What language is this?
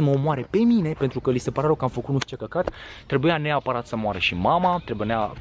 Romanian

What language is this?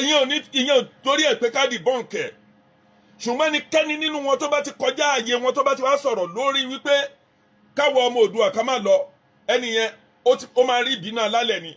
Yoruba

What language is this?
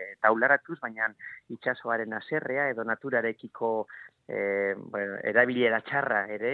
Basque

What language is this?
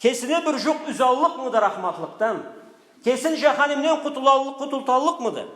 Karachay-Balkar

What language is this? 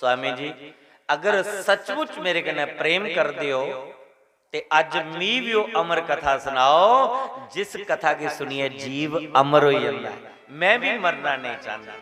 Dogri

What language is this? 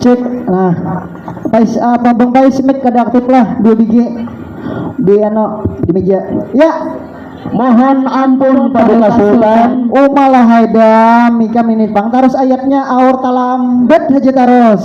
Banjar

